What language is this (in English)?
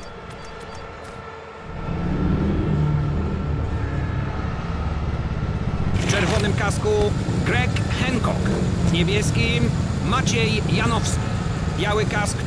Polish